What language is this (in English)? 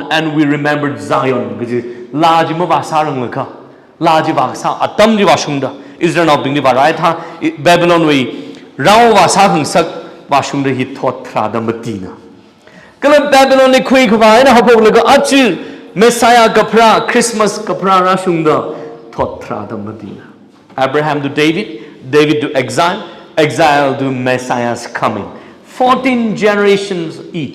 Tangkhul Naga (India)